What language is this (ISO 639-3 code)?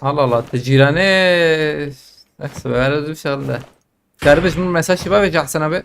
kur